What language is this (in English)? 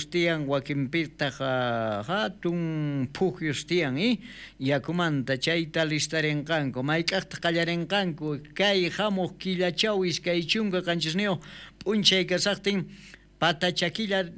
South Bolivian Quechua